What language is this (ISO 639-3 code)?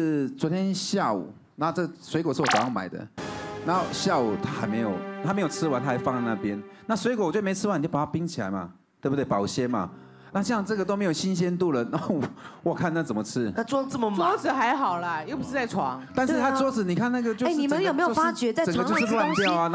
zho